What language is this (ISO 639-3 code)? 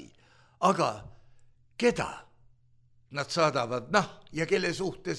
est